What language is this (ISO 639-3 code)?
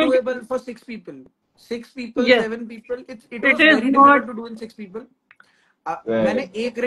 eng